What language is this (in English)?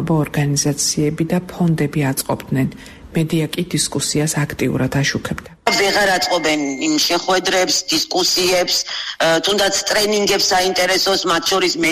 Georgian